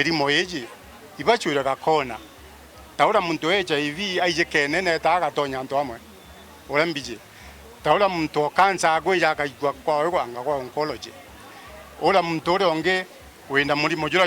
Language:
Meru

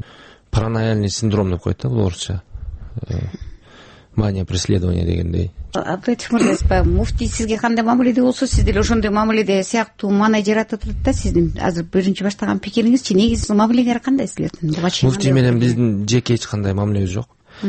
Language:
Kyrgyz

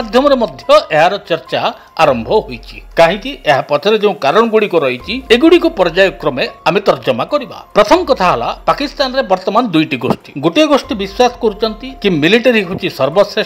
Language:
Odia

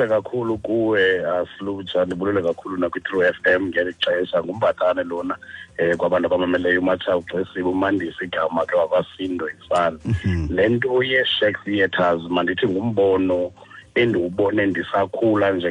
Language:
Xhosa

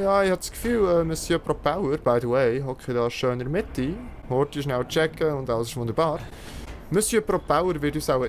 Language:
Swiss German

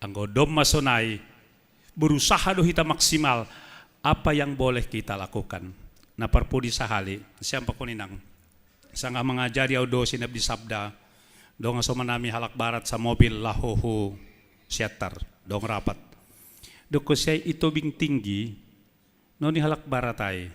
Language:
Batak Simalungun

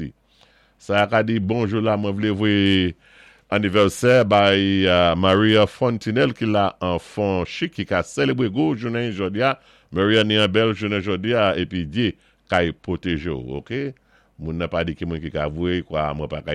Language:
Saint Lucian Creole French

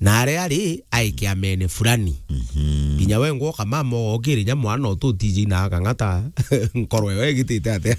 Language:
Meru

